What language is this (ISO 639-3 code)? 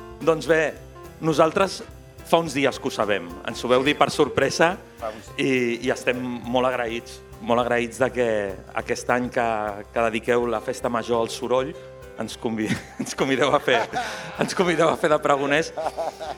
cat